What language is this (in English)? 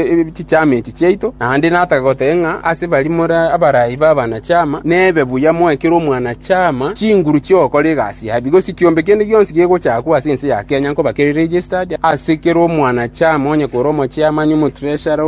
Gusii